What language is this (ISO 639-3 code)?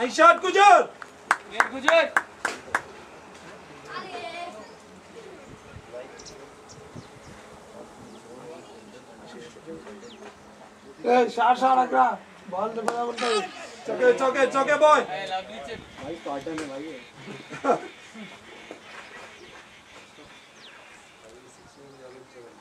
hin